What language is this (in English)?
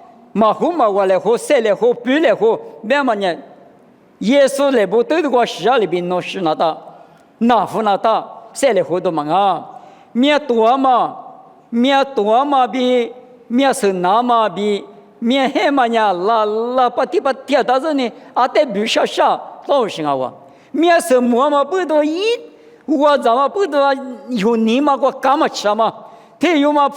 Lisu